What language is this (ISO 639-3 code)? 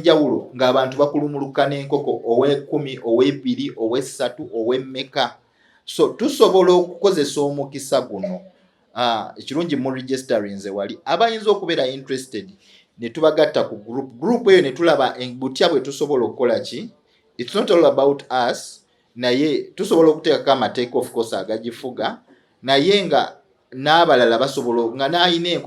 lug